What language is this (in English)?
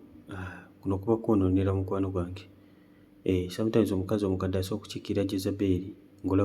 Ganda